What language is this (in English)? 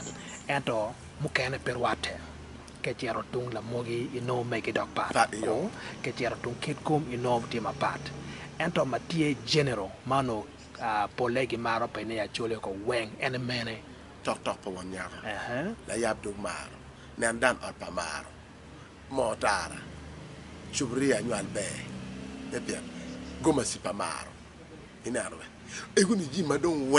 Acoli